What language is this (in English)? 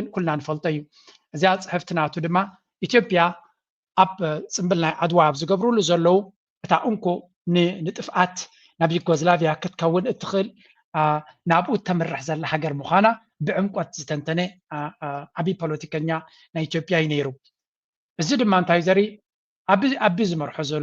Tigrinya